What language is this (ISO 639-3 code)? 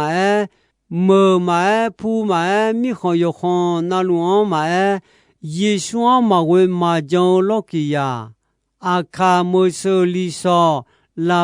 ahk